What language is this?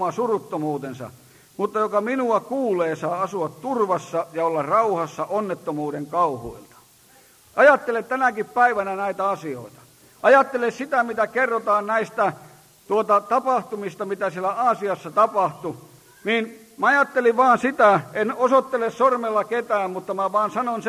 Finnish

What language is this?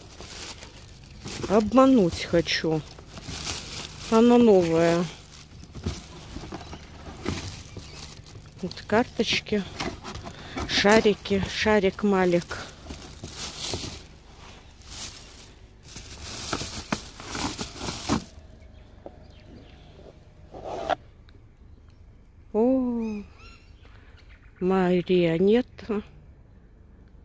Russian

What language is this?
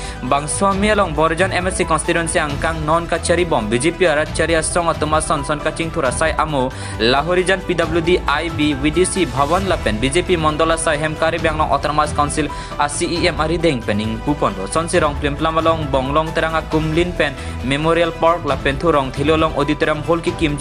Karbi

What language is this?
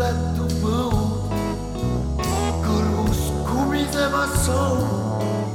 Estonian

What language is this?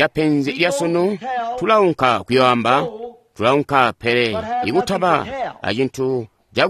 Tonga (Zambia)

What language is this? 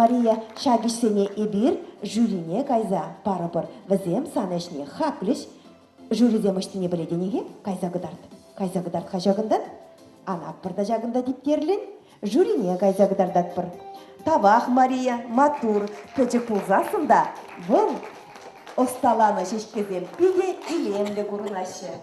Chuvash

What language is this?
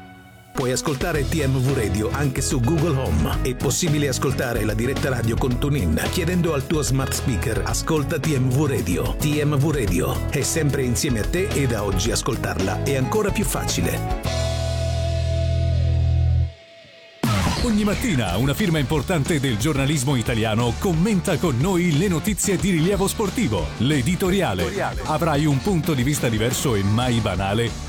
Italian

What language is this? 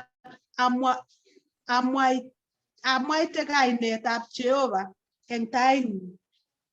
Kalenjin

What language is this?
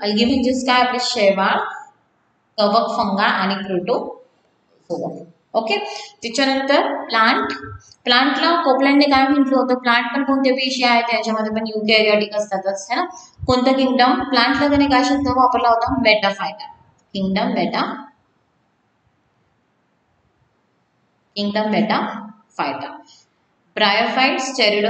Marathi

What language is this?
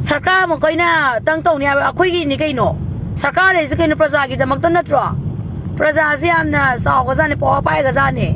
Manipuri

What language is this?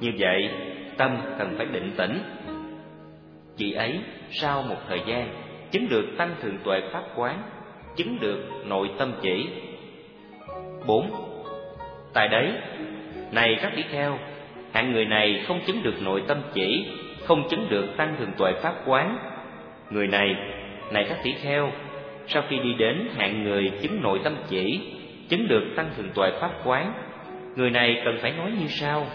Vietnamese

